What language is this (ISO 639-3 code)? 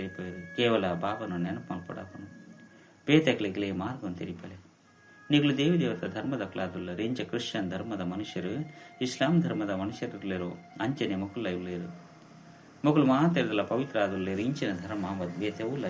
tcy